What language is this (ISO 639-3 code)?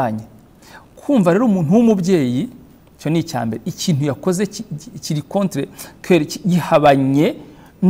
kin